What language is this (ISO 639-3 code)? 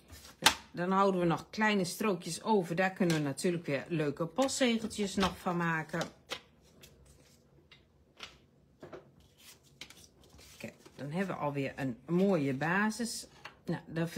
nld